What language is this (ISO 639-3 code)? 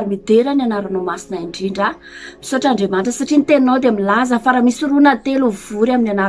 mlg